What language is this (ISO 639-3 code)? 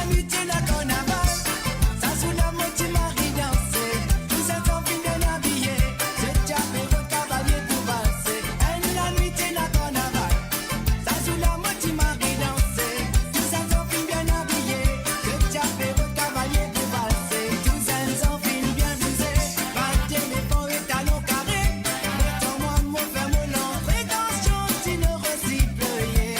mfe